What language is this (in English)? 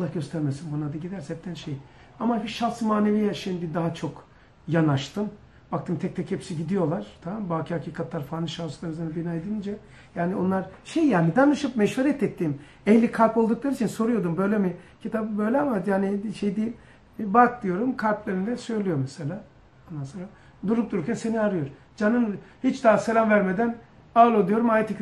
Turkish